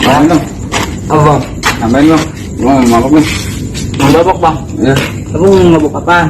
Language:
Betawi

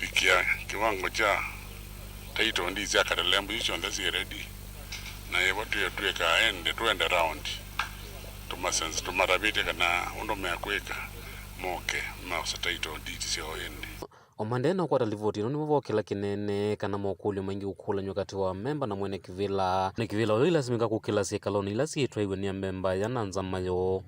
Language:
Kamba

